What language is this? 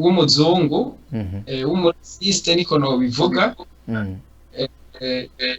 Rundi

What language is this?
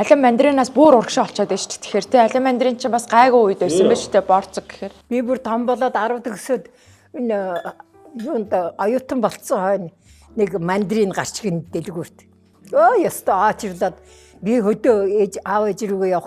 Mongolian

